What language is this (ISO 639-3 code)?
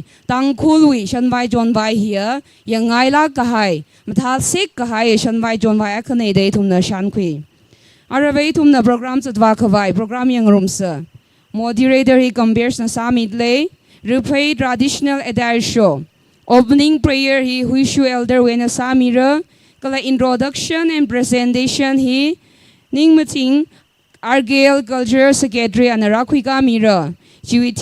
nmf